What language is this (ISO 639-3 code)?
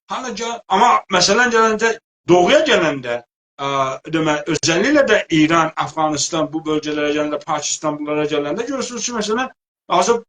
azb